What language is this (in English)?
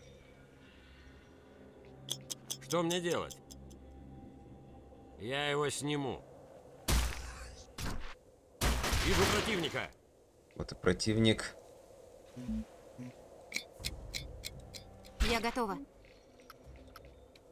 Russian